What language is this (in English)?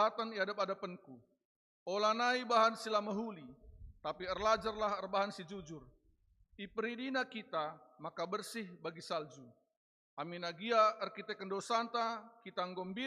Batak Karo